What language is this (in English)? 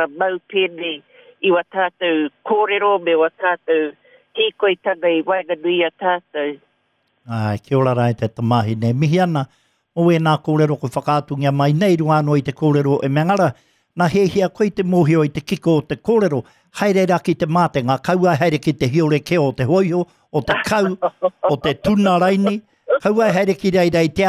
Māori